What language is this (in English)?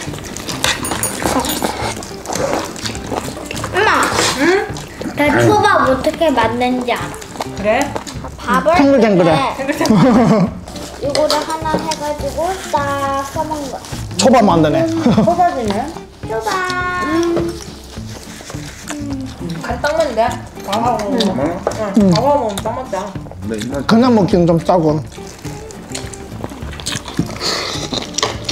Korean